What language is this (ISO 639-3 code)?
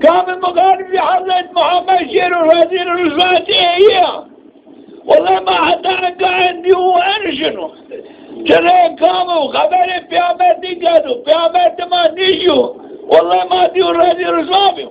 zza